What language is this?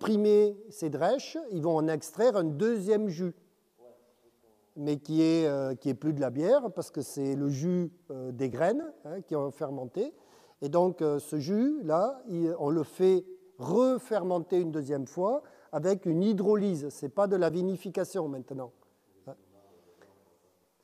French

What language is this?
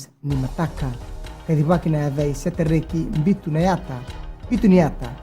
Fijian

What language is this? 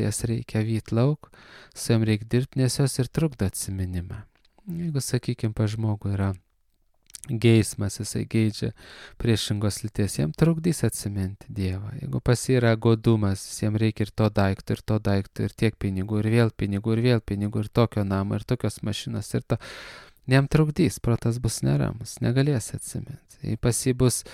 Lithuanian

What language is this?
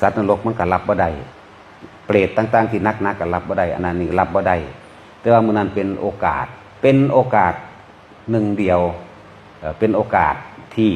Northeastern Thai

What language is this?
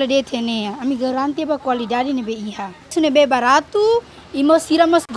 Tetum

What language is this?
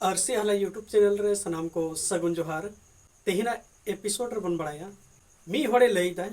Santali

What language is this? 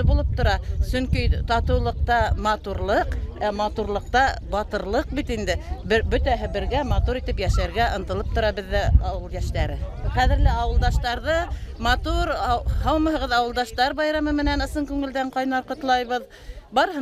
Bashkir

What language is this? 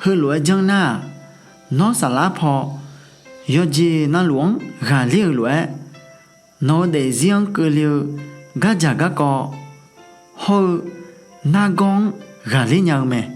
Akha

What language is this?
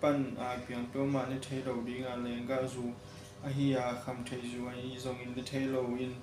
Tedim Chin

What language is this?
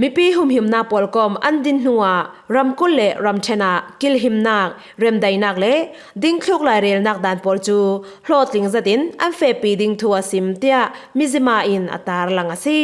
Falam Chin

